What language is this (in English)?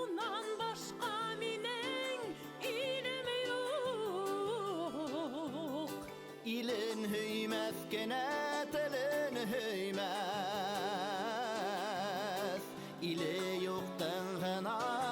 Bashkir